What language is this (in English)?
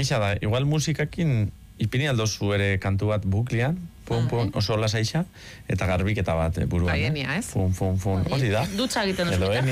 Basque